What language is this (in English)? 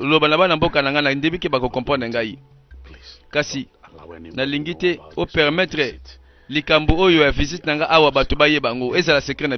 Lingala